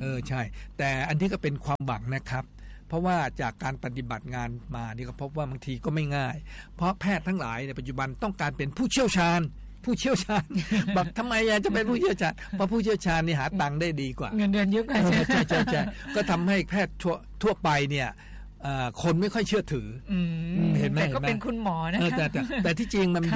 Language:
Thai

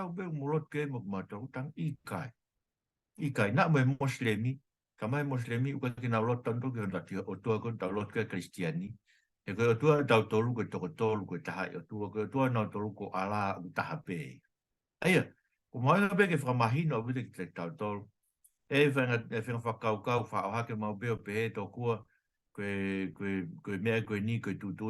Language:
Tongan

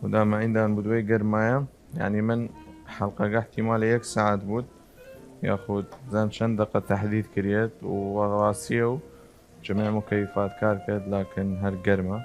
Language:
Southern Kurdish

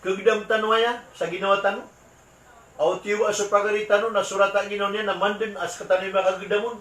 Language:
Maranao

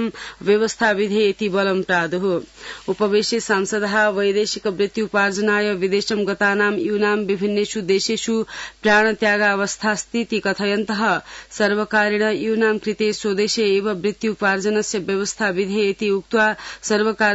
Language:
Sanskrit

